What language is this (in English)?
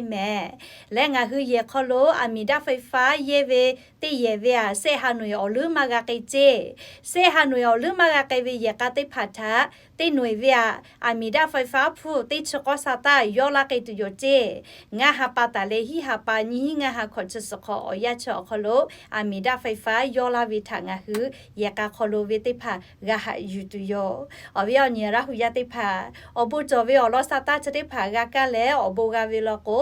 Lahu